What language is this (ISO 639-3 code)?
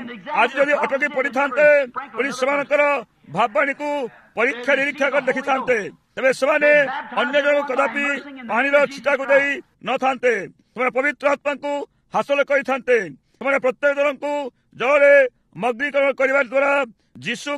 ori